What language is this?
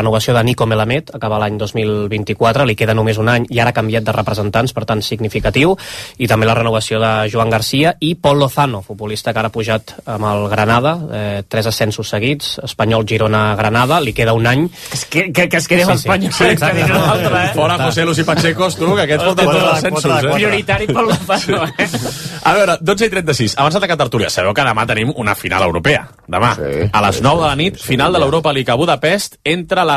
Catalan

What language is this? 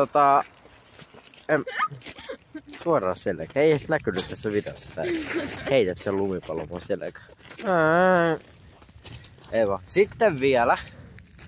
Finnish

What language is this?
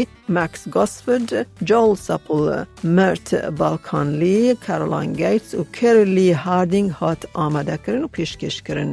Kurdish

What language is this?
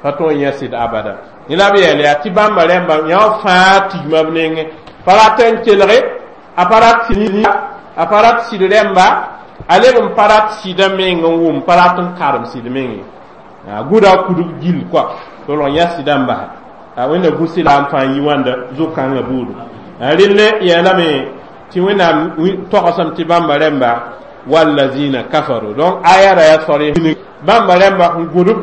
Mossi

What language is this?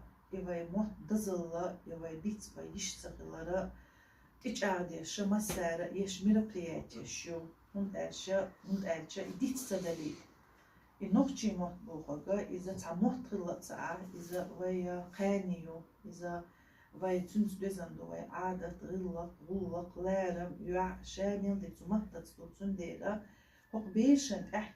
Chechen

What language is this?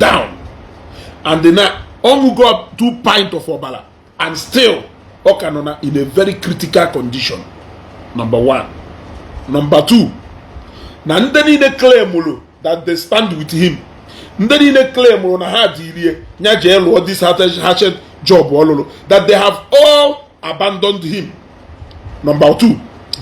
Igbo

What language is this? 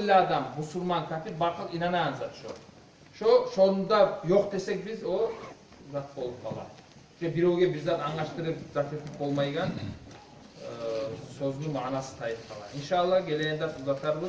Kumyk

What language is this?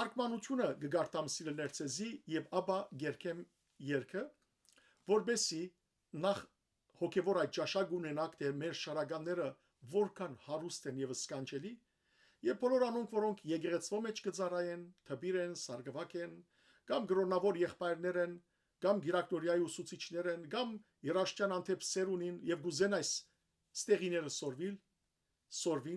Western Armenian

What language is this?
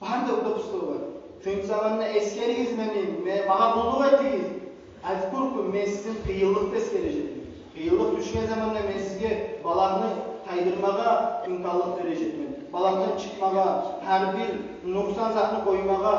Kumyk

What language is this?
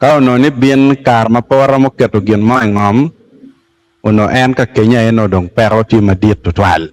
Acoli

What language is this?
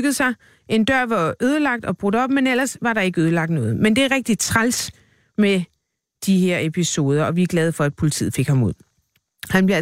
Danish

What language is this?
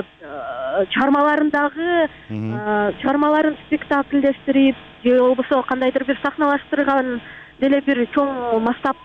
Kyrgyz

